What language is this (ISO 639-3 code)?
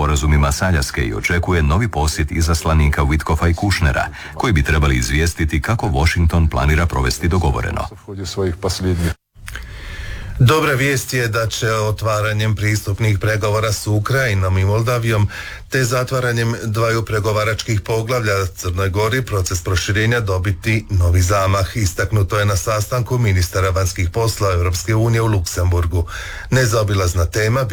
hrv